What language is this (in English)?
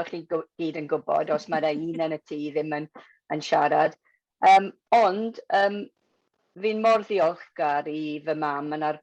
Welsh